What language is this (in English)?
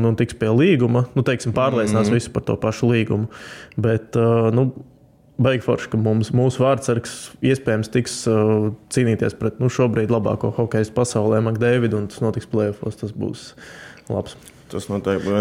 Latvian